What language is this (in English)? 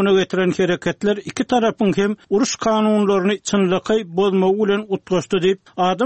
Turkmen